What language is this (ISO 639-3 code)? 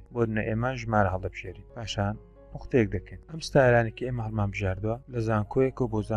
ckb